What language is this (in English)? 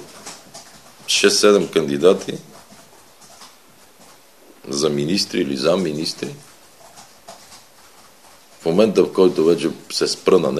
Bulgarian